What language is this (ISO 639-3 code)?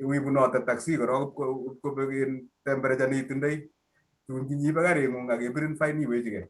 kln